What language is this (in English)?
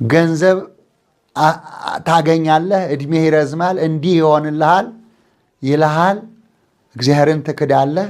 Amharic